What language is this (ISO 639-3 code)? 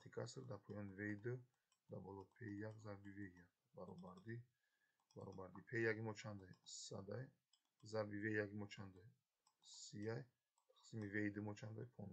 tgk